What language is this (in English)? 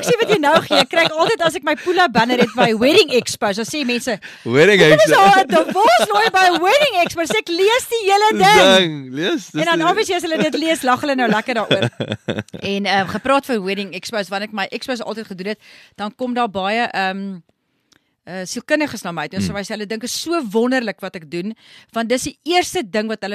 Afrikaans